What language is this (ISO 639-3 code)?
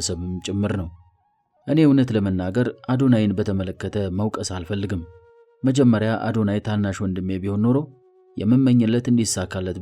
amh